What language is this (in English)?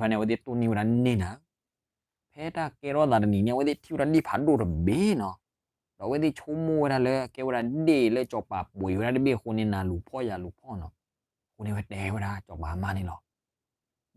S'gaw Karen